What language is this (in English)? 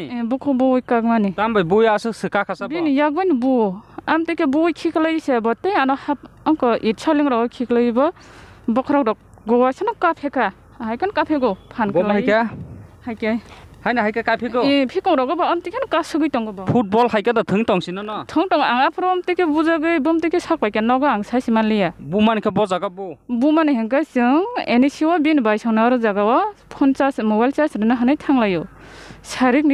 Kok Borok